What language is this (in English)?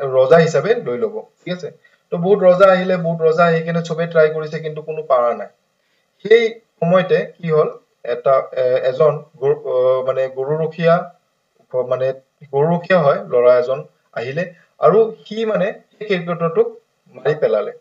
Assamese